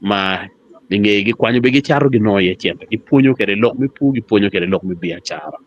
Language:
Acoli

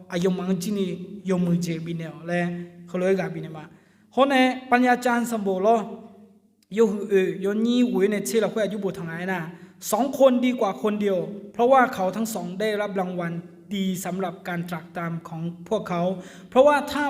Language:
Akha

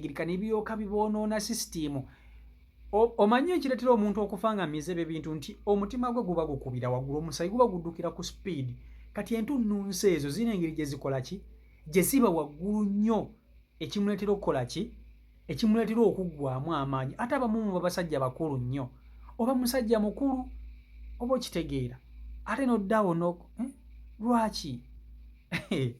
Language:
Ganda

